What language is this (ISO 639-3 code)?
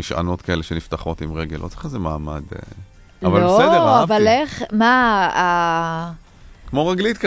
heb